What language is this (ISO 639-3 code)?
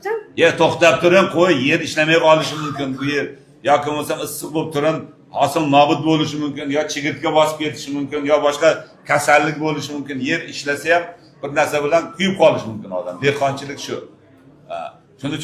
uzb